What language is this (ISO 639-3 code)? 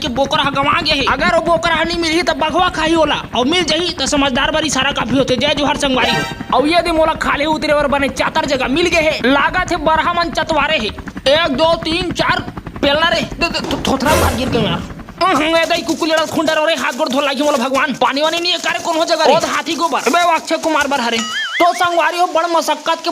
hne